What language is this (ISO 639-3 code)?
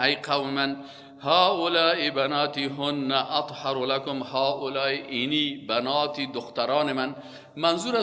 fas